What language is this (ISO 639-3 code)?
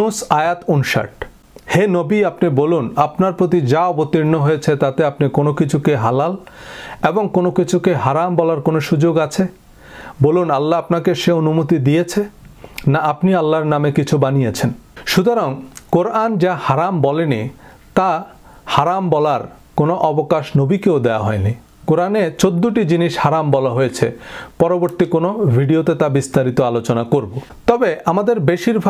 ben